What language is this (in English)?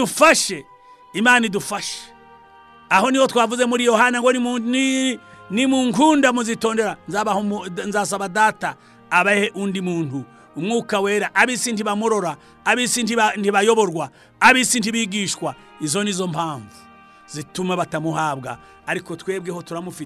Kinyarwanda